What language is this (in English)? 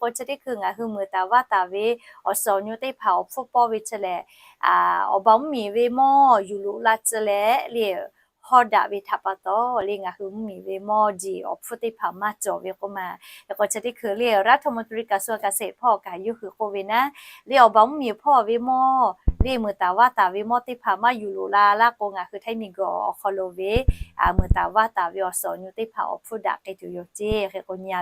Lahu